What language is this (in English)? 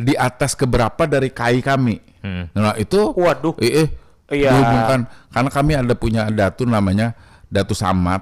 Banjar